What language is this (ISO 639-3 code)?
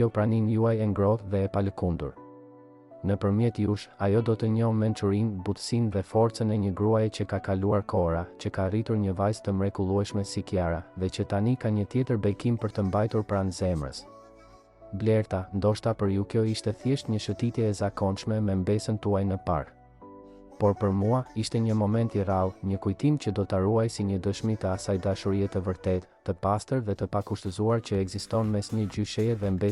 sqi